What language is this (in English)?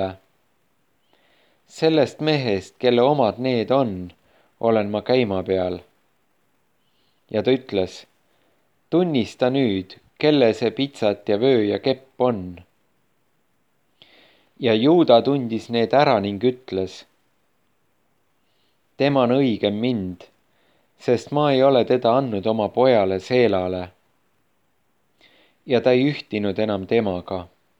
Estonian